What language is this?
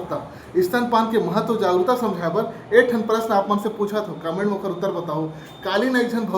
Chhattisgarhi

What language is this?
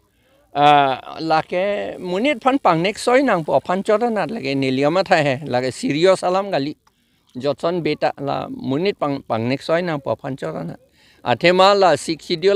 Karbi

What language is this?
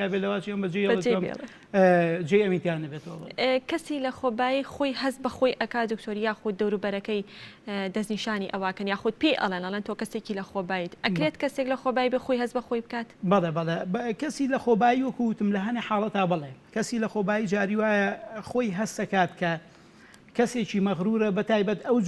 Central Kurdish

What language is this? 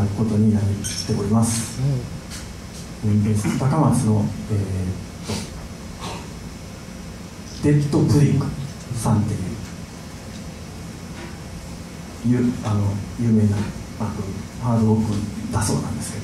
Japanese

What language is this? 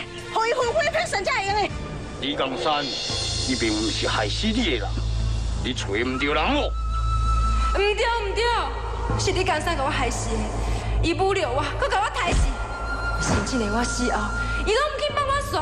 Min Nan Chinese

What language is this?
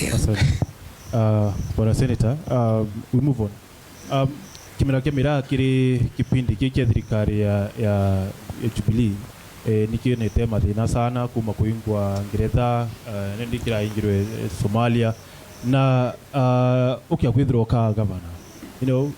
Meru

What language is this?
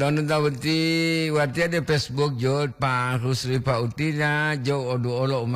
Gorontalo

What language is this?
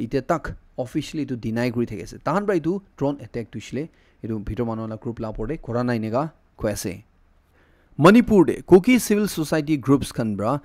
Naga Pidgin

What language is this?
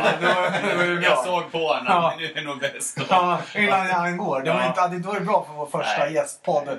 Swedish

